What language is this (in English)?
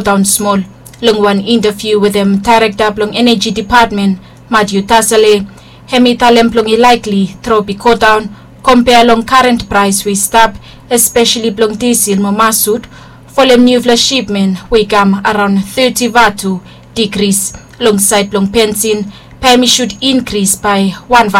Bislama